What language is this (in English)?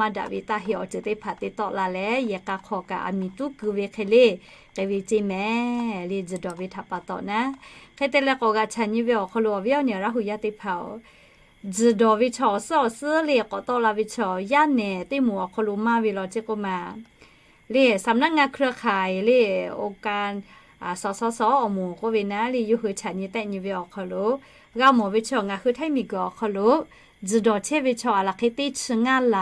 Lahu